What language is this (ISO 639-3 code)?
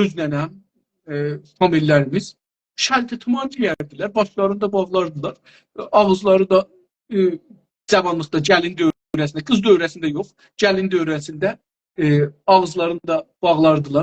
azb